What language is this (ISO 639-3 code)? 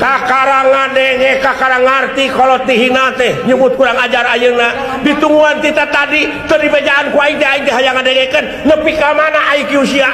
sun